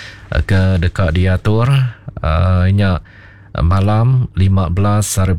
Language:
Iban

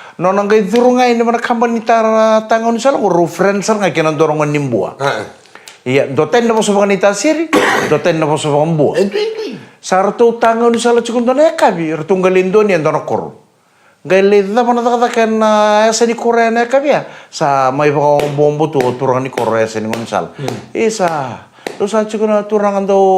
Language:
Fijian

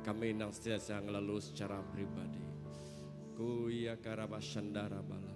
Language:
Iban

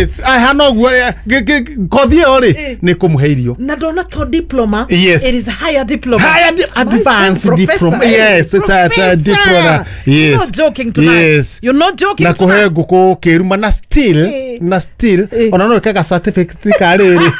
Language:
Kikuyu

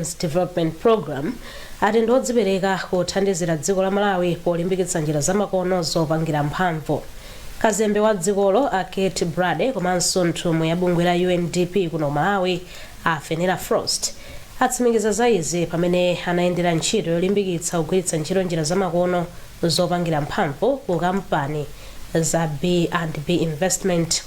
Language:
Nyanja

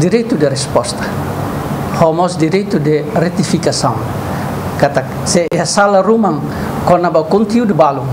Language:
Tetum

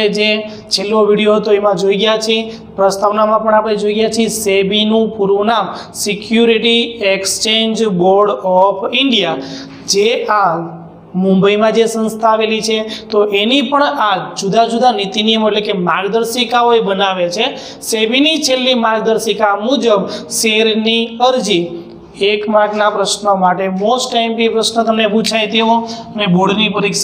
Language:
Gujarati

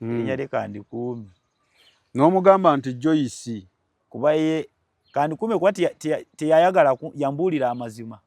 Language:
Ganda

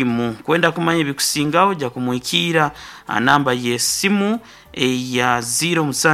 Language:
Nyoro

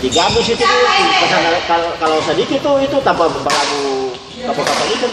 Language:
Ambonese Malay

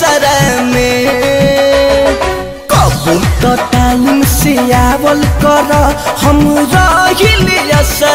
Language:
Bhojpuri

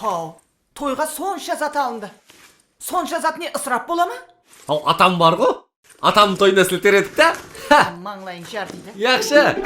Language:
Kara-Kalpak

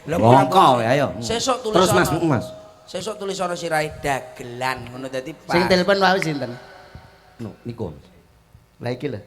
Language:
Javanese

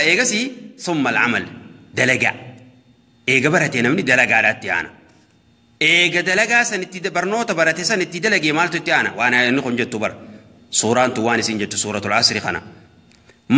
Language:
Oromo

